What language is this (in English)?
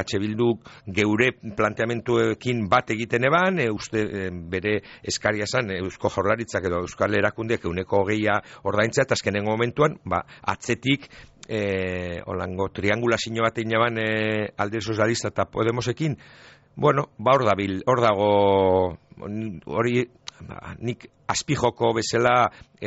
Basque